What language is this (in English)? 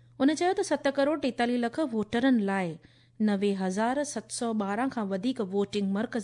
Sindhi